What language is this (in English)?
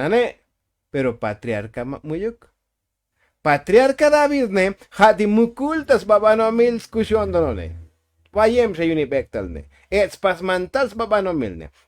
Tzotzil